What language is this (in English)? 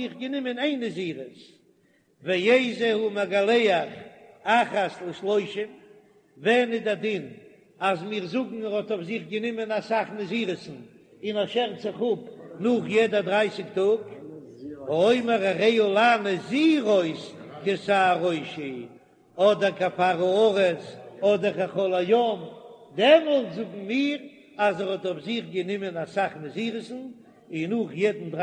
Yiddish